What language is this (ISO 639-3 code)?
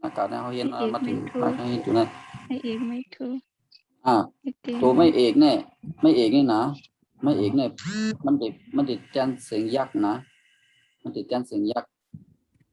shn